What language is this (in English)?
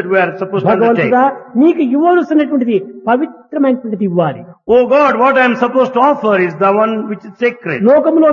Telugu